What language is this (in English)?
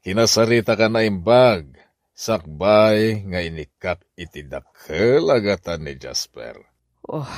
Iloko